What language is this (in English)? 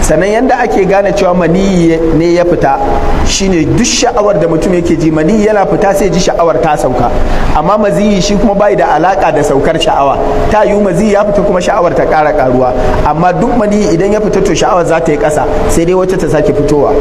Hausa